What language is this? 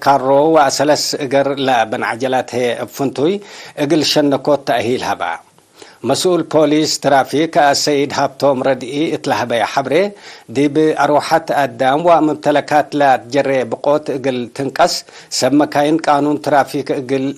Tigre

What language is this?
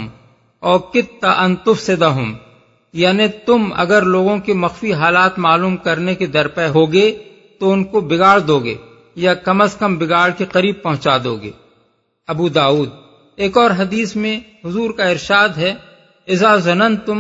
Urdu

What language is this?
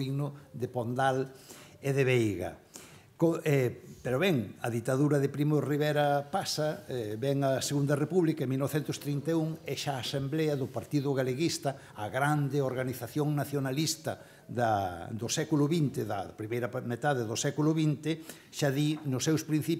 Galician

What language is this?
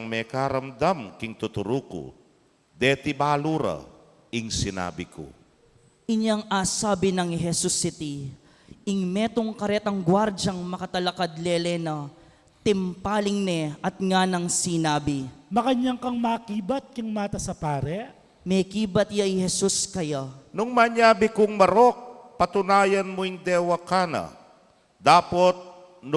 Pampanga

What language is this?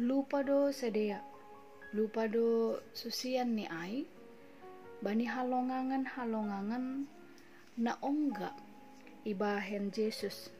Batak Simalungun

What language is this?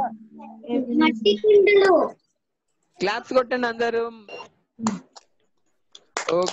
Telugu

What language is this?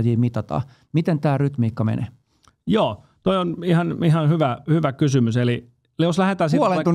Finnish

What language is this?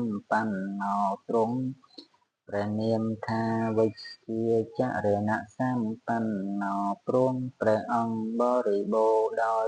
Khmer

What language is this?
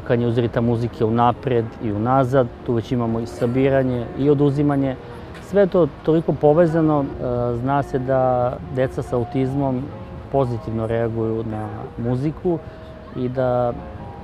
Serbian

